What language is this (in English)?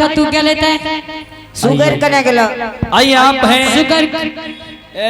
Angika